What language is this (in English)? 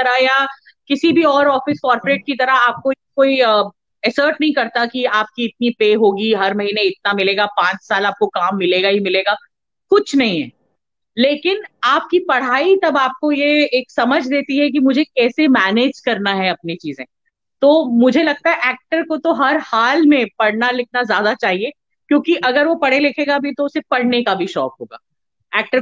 Hindi